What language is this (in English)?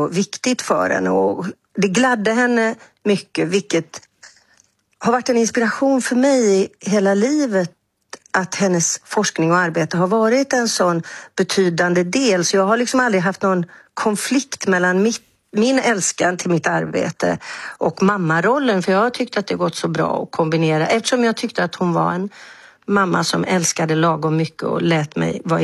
Swedish